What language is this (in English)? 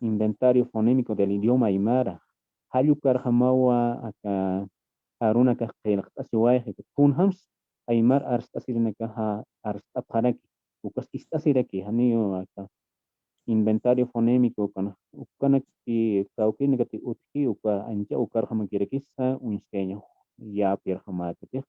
Aymara